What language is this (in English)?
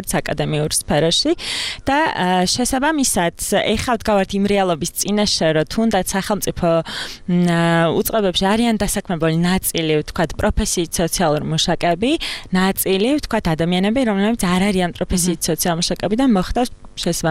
Georgian